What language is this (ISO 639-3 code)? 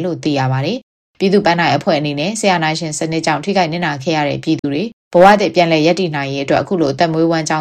mya